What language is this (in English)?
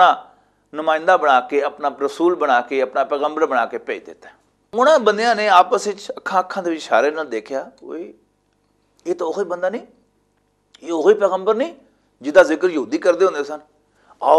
Western Panjabi